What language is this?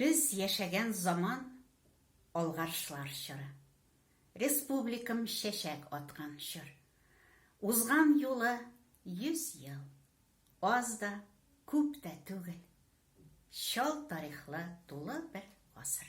Tatar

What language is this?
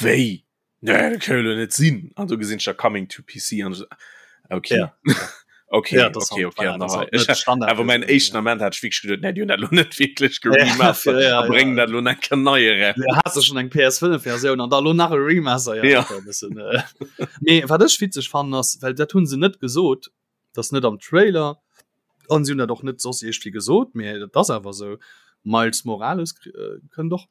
Luxembourgish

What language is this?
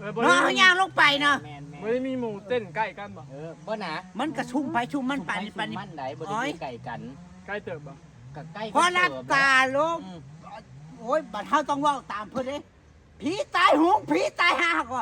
Northeastern Thai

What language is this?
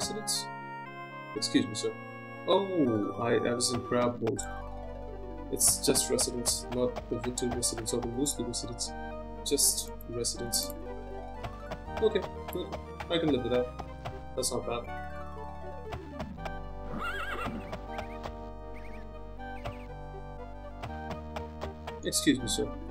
English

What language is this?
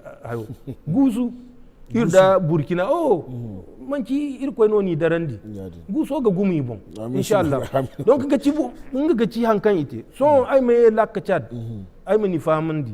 Zarma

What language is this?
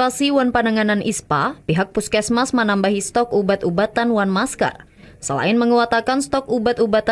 Banjar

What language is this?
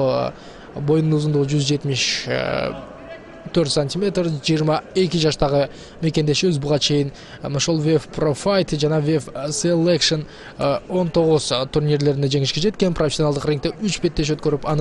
Kyrgyz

